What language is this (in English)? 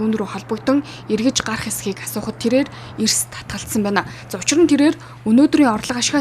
Mongolian